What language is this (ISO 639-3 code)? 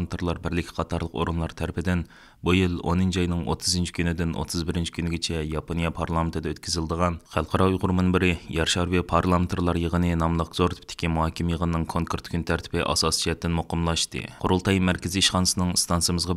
uig